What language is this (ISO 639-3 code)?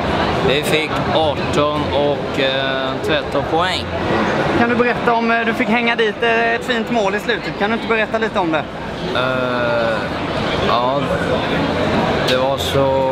swe